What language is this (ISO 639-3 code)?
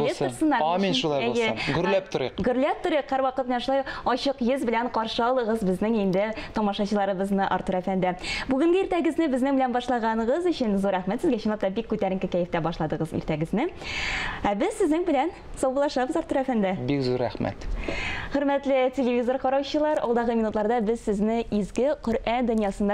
tat